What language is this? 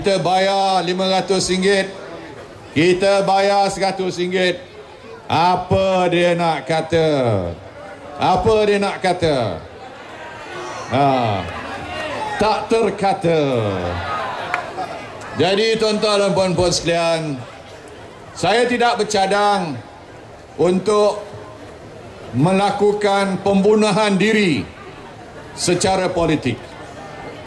Malay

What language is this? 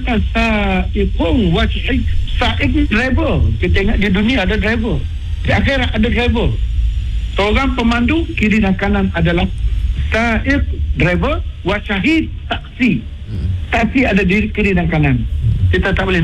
Malay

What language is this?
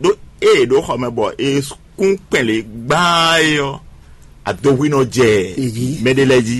Fon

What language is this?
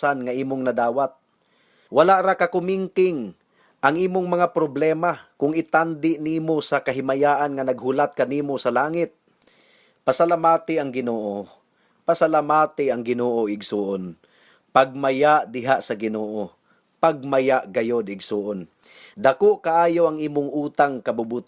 Cebuano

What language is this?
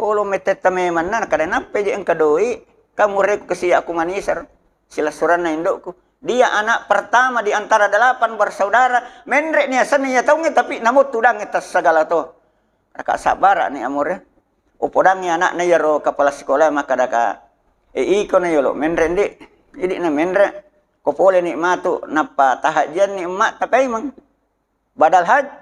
Buginese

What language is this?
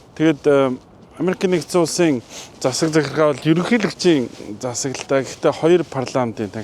Mongolian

